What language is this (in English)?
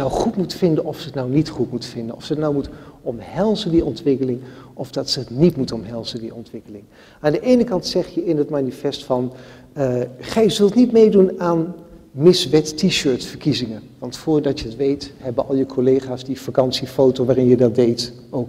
Dutch